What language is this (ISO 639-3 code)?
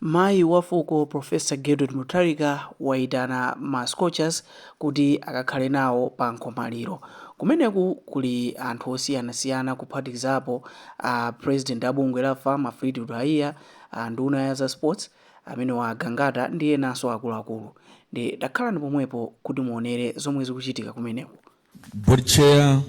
nya